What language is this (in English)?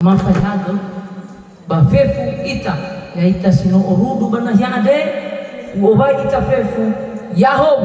Nias